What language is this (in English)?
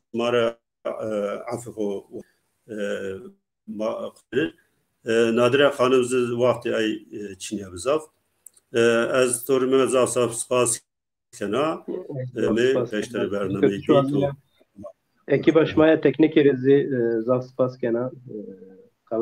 Zaza